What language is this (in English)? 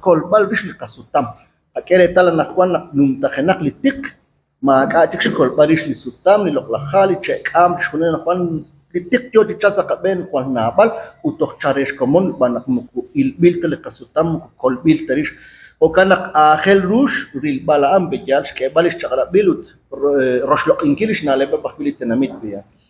Kekchí